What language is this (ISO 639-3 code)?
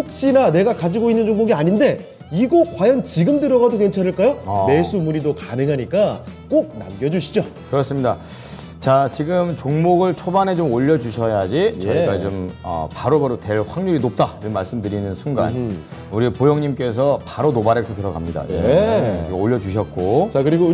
kor